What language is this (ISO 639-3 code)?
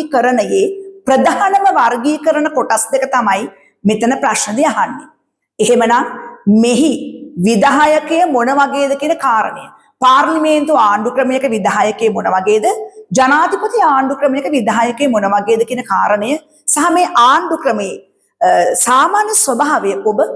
sin